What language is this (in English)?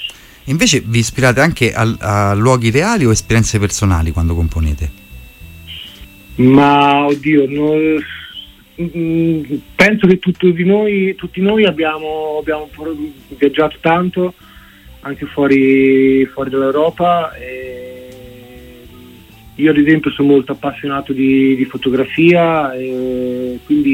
Italian